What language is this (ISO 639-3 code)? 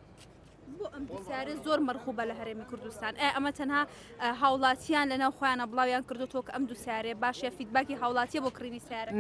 ckb